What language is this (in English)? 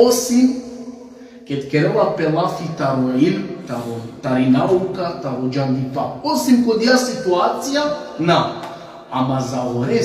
Balkan Romani